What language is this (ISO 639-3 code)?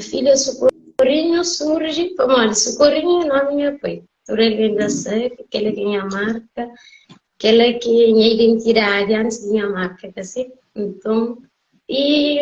kea